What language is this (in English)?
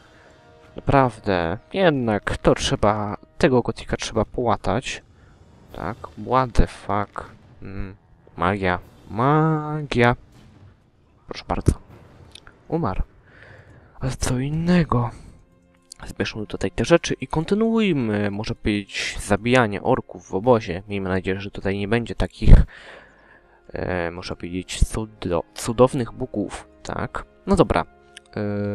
Polish